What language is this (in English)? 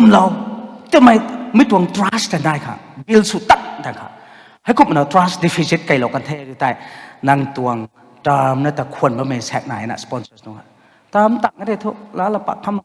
Rongmei Naga